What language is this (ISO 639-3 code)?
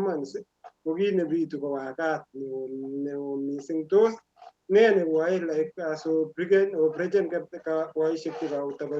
kln